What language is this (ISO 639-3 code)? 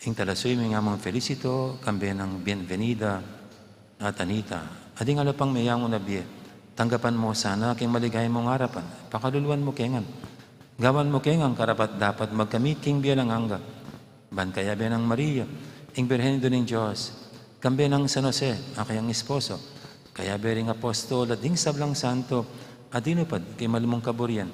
pam